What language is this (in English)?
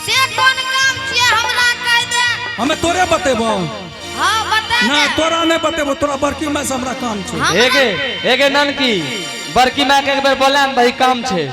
Angika